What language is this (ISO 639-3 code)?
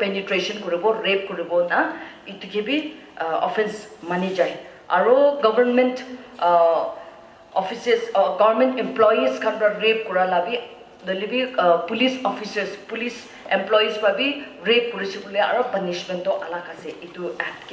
nag